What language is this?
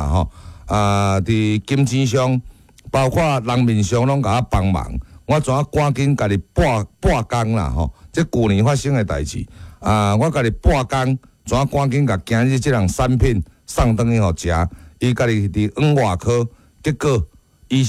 Min Nan Chinese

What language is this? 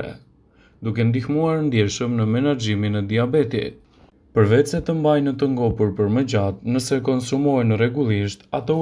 Albanian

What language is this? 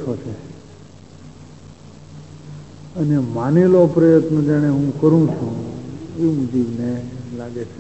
Gujarati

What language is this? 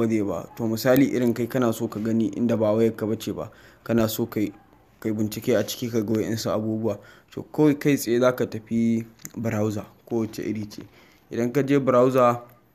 Hausa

